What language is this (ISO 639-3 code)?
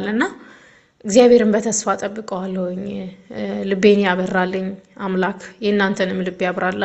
amh